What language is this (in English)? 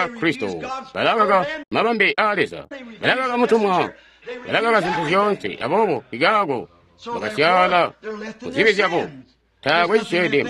Tonga (Zambia)